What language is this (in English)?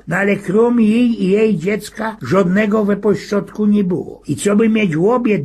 Silesian